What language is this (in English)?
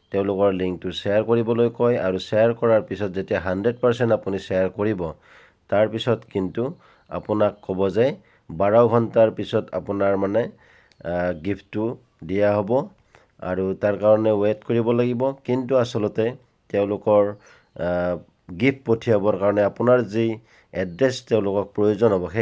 Assamese